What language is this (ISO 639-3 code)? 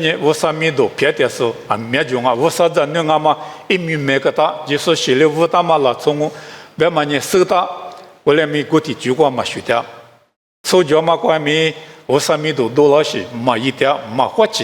lis